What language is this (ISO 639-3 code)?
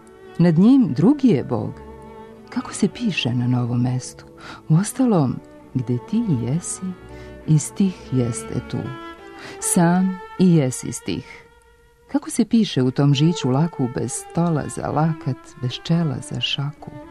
srp